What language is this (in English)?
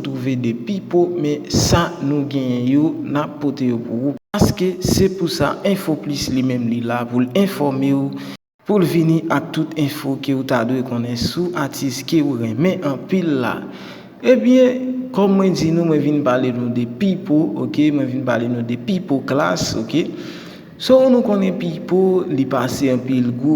Haitian Creole